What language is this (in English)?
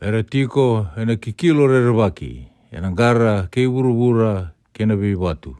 Fijian